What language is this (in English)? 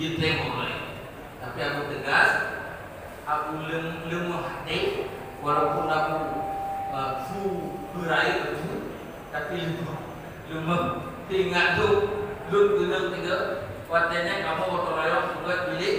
Achinese